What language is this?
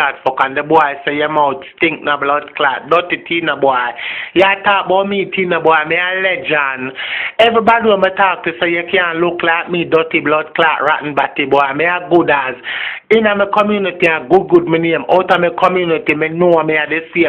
Jamaican Creole English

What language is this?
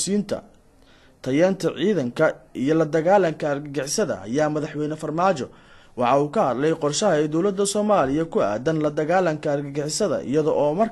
Somali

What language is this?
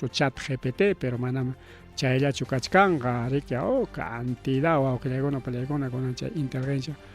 Ayacucho Quechua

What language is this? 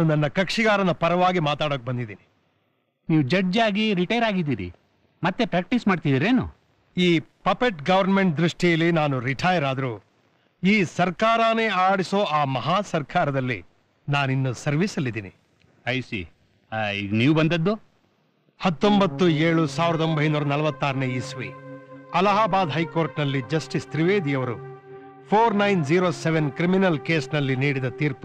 Kannada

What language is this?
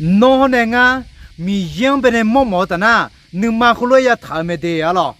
Akha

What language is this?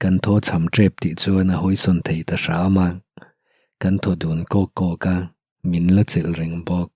Mizo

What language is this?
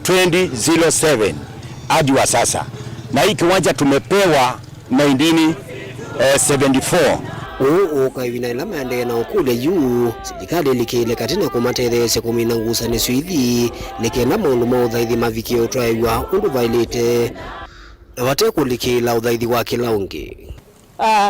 Kamba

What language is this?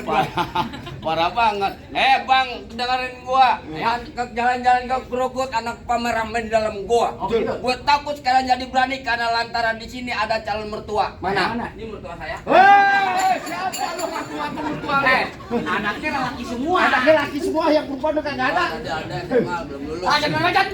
Betawi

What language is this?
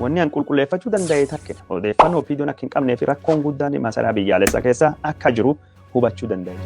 Oromo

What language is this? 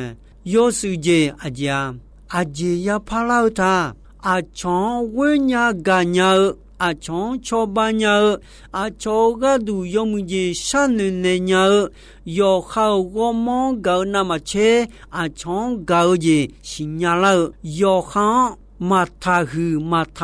Akha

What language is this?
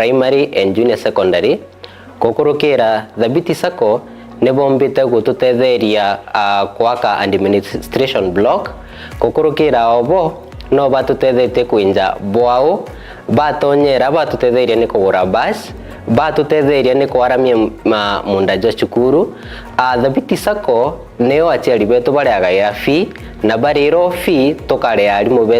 Meru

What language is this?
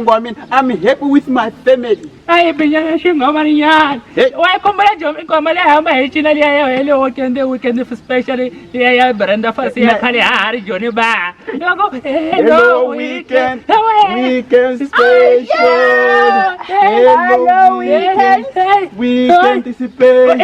Tsonga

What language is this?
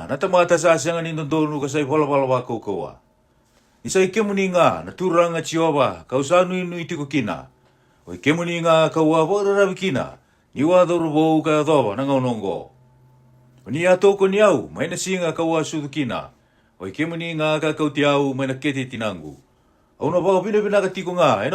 Fijian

